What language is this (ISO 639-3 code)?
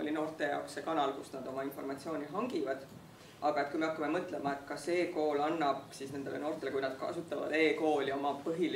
est